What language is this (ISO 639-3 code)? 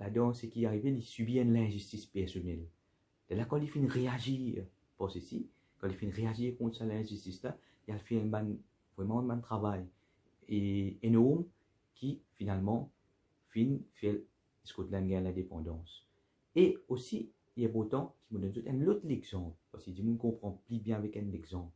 mfe